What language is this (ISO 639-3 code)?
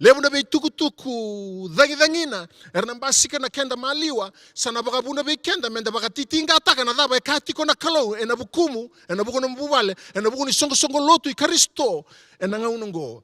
fij